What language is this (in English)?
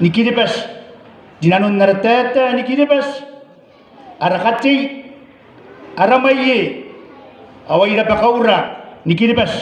Gilbertese